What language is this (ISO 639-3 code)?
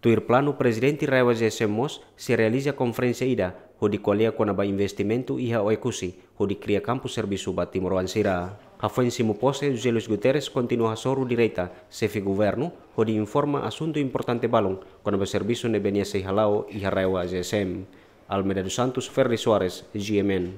tet